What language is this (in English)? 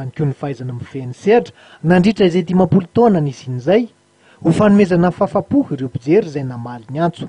Malagasy